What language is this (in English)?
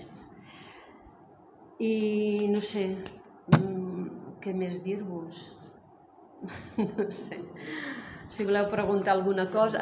Catalan